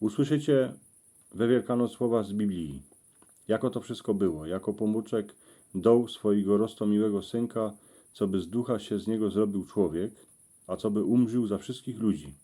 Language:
Silesian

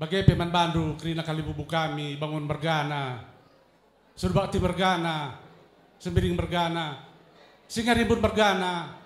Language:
Batak Karo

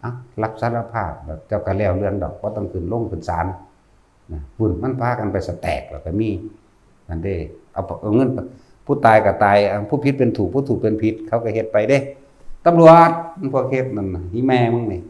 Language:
Northeastern Thai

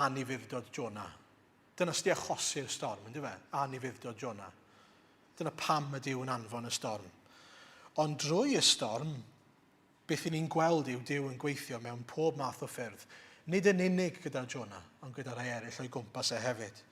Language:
Welsh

